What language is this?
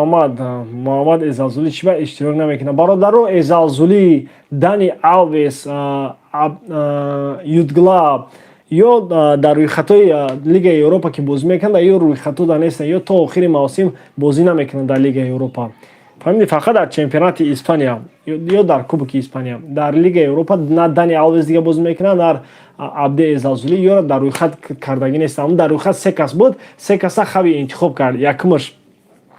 Tajik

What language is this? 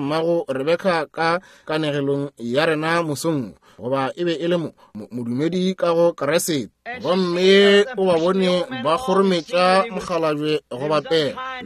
Northern Sotho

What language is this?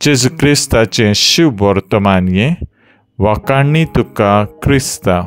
Konkani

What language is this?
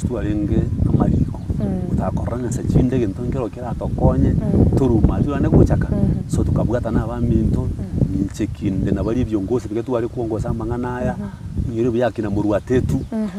Gusii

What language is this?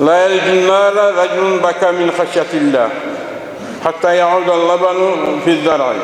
Kumyk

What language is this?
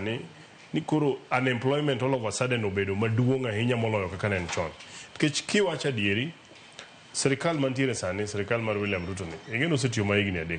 Luo (Kenya and Tanzania)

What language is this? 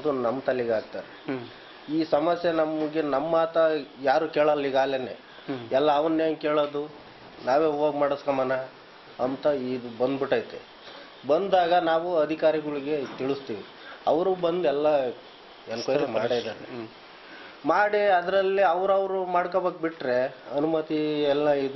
Kannada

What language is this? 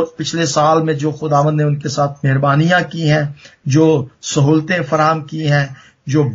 Urdu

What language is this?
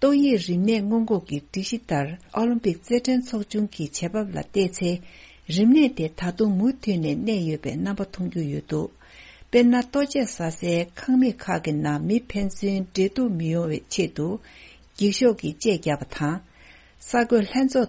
Tibetan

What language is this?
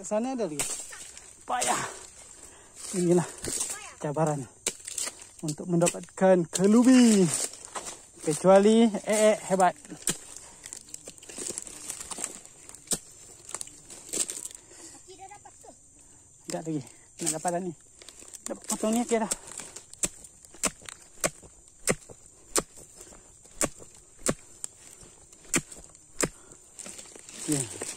Malay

